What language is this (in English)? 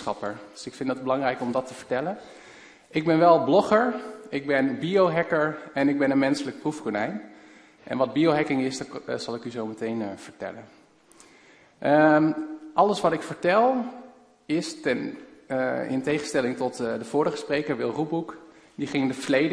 Dutch